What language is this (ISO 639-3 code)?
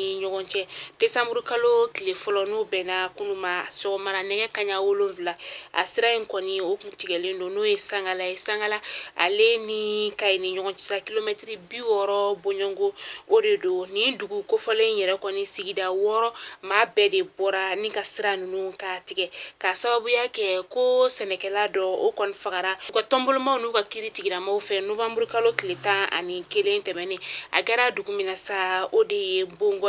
bam